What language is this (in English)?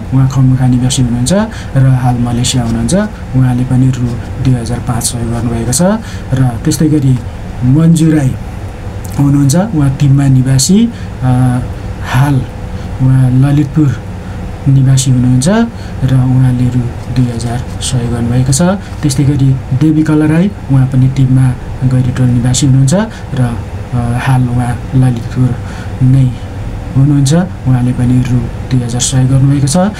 Nepali